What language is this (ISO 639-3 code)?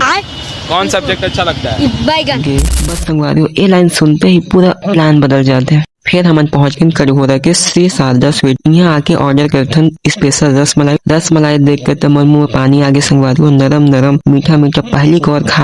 hne